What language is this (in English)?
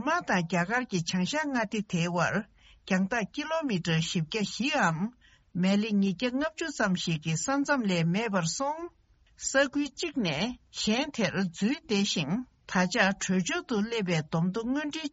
Tibetan